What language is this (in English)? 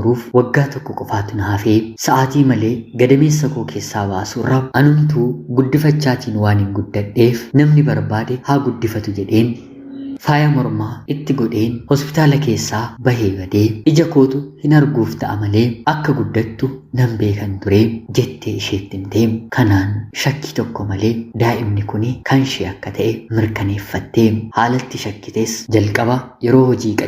Oromo